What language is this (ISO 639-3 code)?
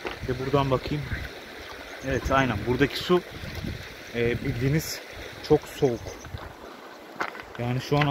tur